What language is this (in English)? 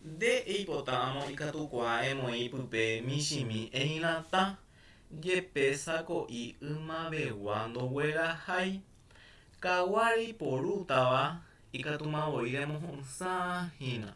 Guarani